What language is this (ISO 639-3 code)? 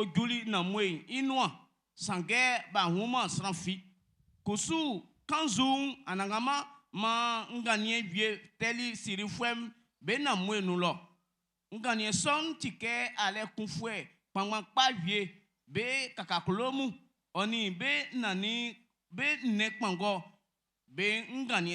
bci